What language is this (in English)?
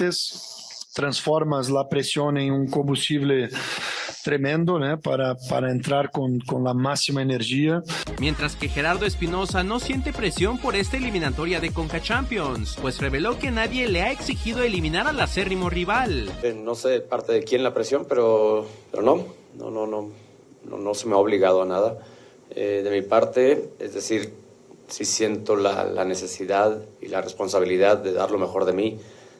Spanish